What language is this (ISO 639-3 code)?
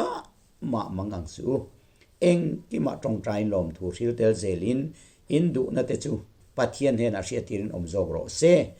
lus